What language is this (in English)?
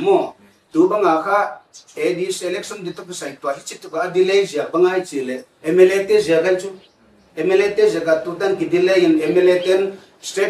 Paite Chin